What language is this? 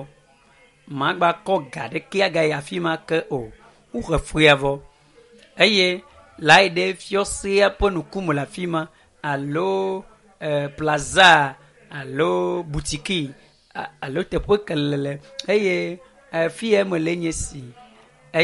Ewe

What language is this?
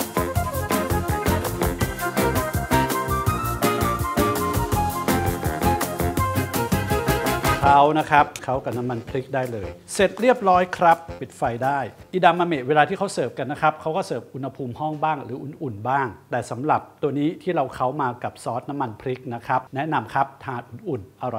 Thai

